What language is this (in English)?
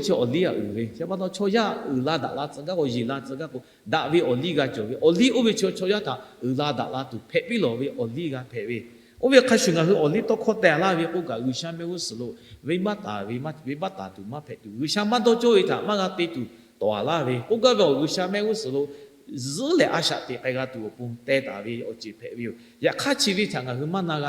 Lahu